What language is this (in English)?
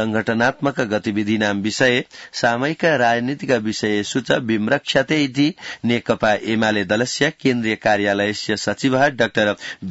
Sanskrit